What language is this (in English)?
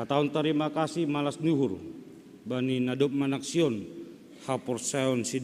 Batak Simalungun